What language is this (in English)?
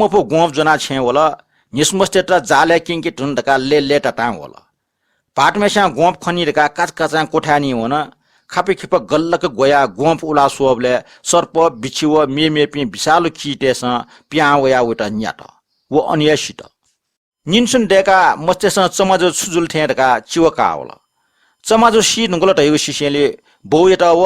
Newari